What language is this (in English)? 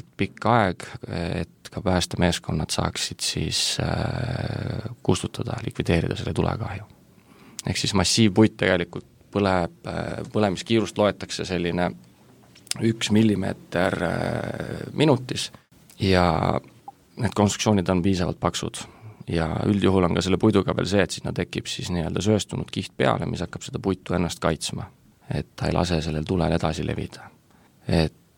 Estonian